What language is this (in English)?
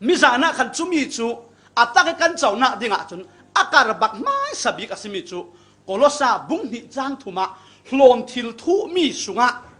Falam Chin